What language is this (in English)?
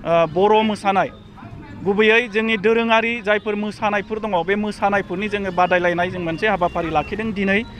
Bodo